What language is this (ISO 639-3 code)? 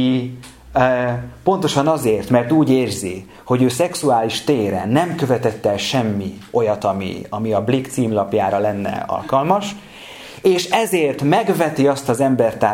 hun